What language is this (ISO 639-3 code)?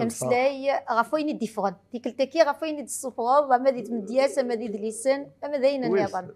kab